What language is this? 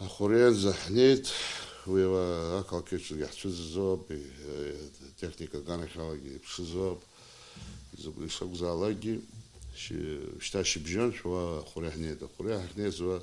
Abkhazian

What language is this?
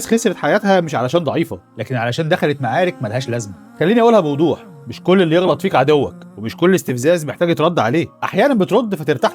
Egyptian Arabic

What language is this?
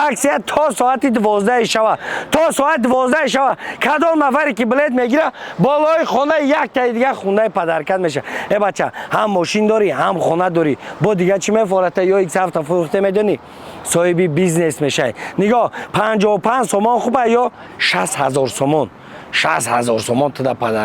Tajik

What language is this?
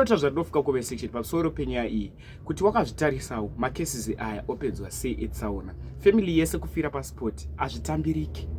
Shona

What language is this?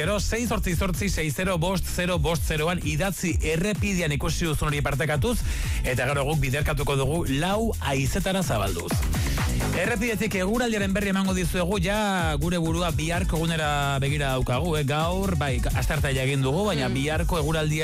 Basque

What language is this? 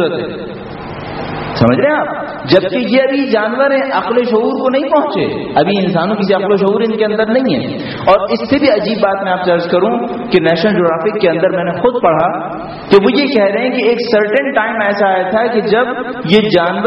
Urdu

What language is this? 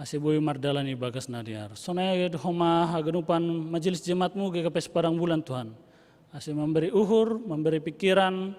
Batak Simalungun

